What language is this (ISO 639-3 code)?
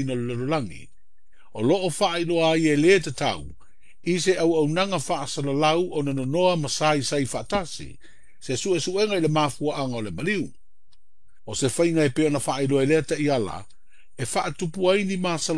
smo